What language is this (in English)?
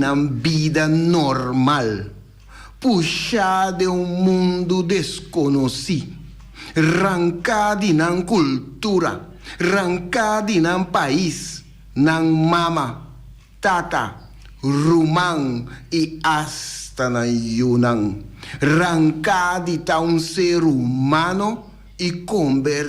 Papiamento